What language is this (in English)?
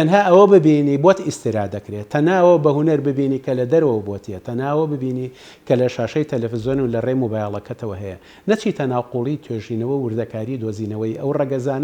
Central Kurdish